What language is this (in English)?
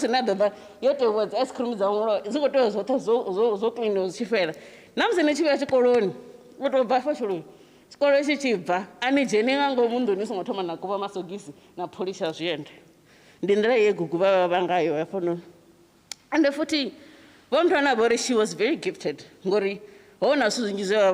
Venda